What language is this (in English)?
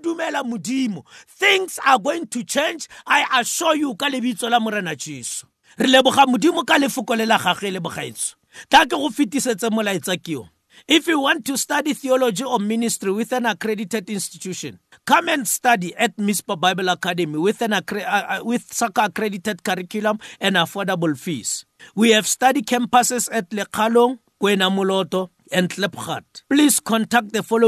Tswana